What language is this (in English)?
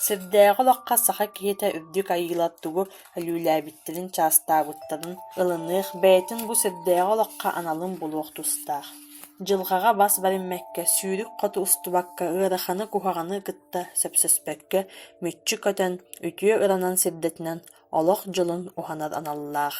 Yakut